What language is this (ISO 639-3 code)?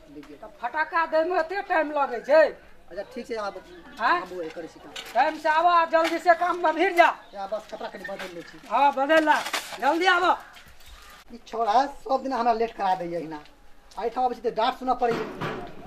mai